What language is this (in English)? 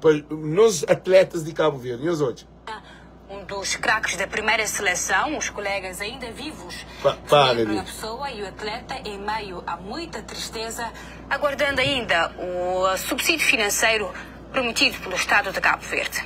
Kabuverdianu